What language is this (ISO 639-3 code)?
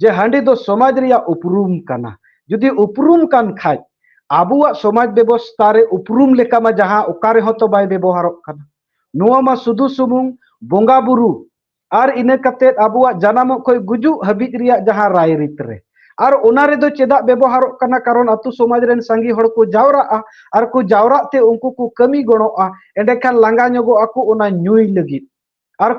sat